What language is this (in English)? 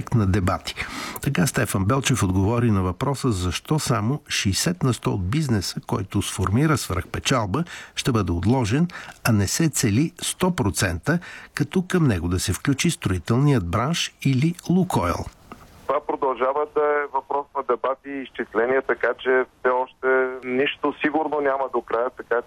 Bulgarian